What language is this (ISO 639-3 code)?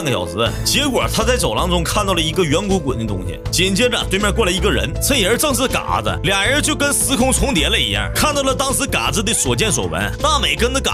zho